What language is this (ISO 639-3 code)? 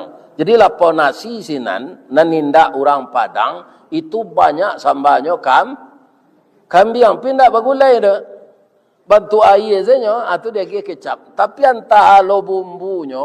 min